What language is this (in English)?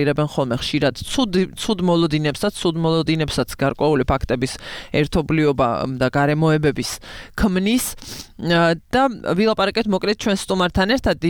Georgian